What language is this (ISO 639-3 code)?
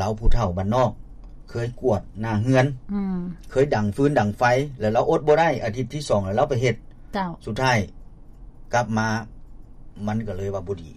lao